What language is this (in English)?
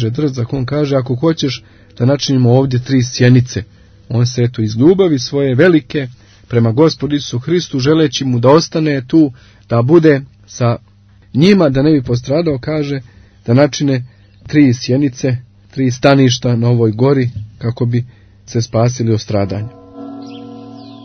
Serbian